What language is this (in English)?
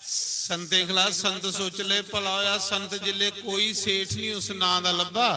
Dogri